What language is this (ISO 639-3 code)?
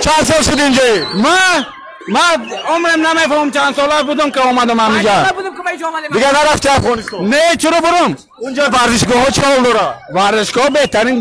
tgk